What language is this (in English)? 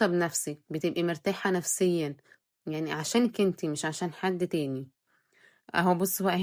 Egyptian Arabic